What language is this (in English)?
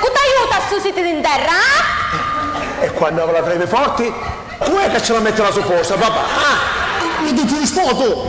Sicilian